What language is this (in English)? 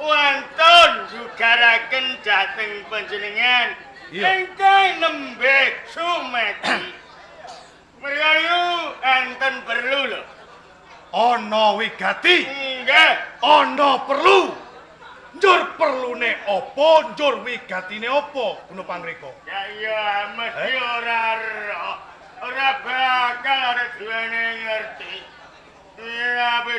Javanese